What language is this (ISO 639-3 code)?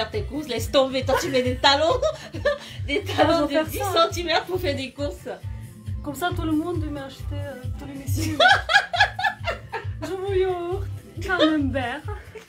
fra